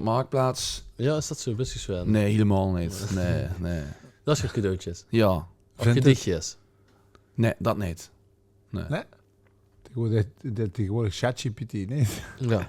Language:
Limburgish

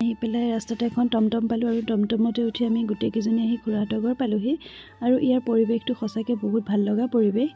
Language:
Assamese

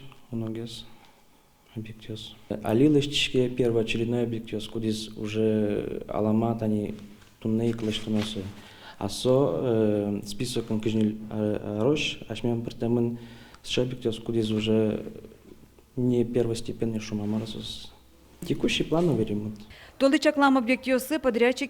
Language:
Udmurt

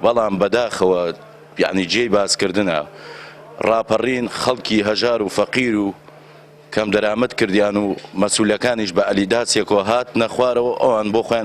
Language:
Central Kurdish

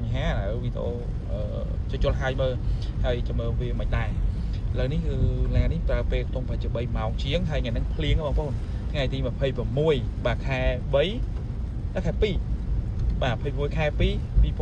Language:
Khmer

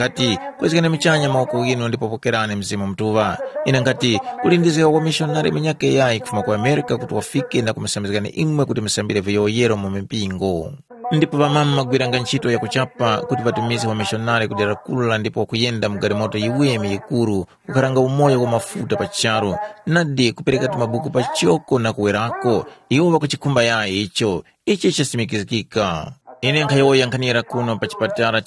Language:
Tumbuka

